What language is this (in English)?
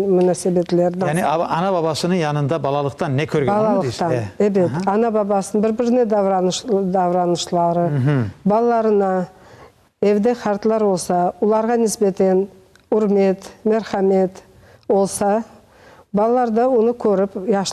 Crimean Tatar